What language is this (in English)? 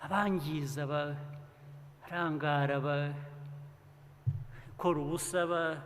Kinyarwanda